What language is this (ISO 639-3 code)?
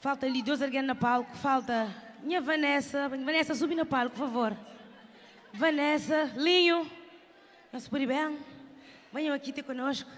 kea